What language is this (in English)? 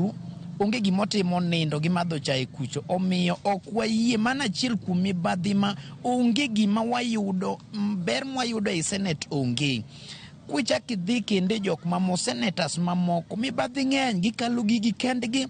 Luo (Kenya and Tanzania)